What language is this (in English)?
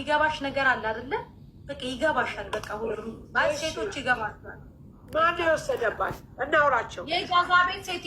Amharic